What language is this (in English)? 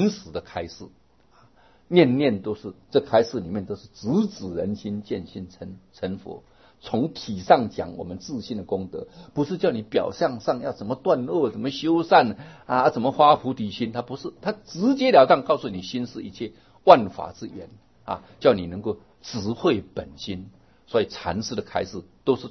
Chinese